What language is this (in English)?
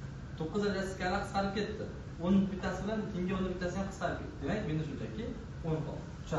Uzbek